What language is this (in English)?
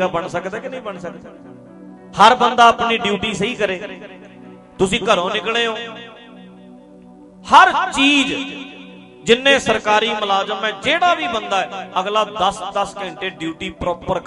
Punjabi